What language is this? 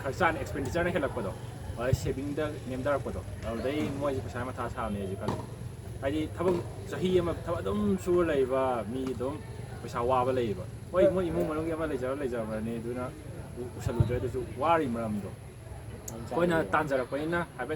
Manipuri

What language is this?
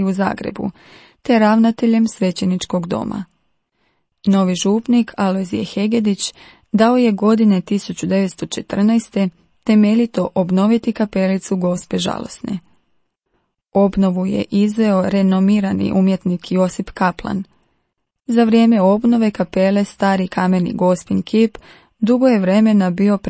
Croatian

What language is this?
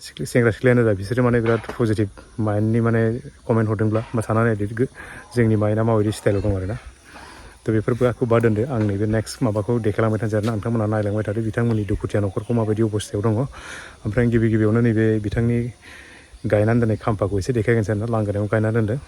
Bodo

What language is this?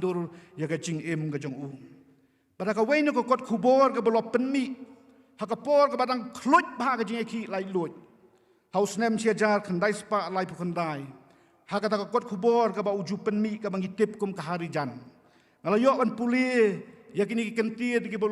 Khasi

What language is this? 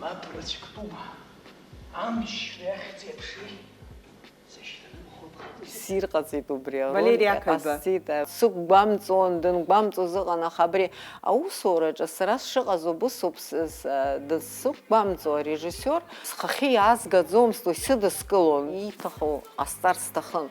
Abkhazian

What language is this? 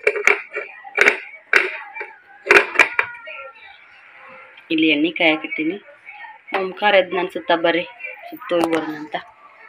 Kannada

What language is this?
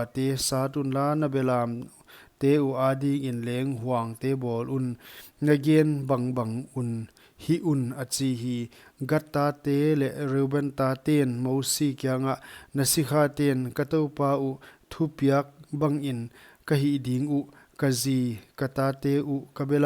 Paite Chin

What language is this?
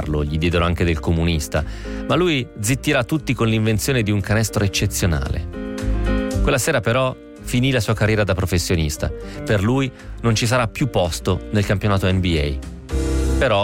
Italian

